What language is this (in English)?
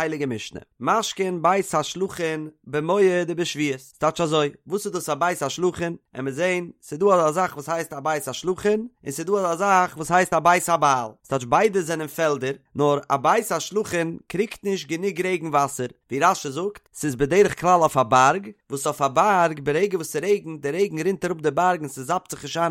Yiddish